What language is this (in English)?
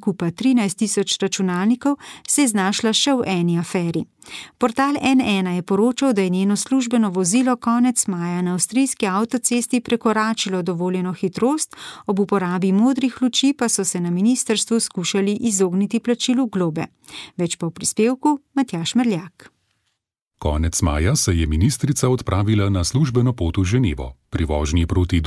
Slovenian